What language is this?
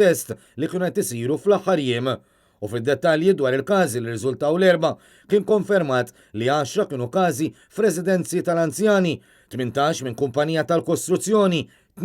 Maltese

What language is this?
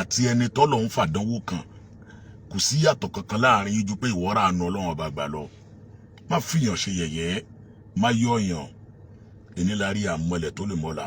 Yoruba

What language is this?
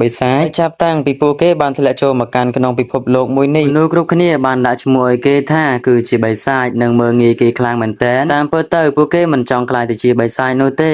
Khmer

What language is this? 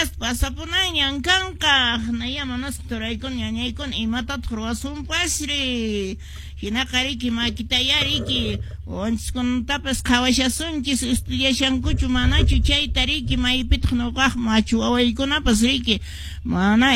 Quechua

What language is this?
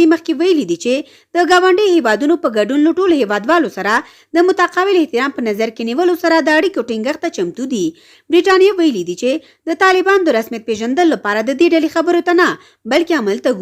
Pashto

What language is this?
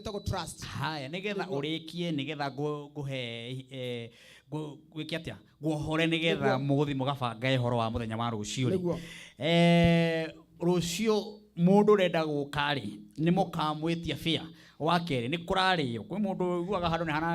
Kikuyu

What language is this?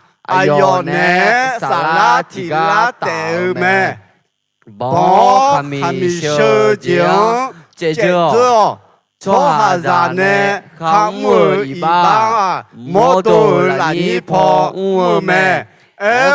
Akha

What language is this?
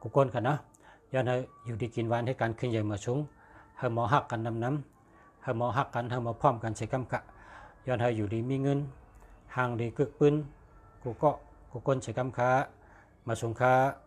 Shan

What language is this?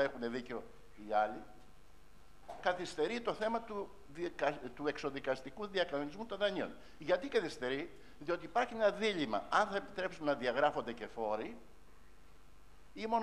Greek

